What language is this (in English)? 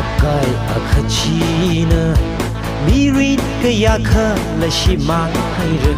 Tangkhul Naga (India)